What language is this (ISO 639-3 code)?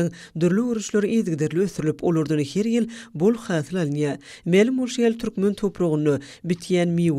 tuk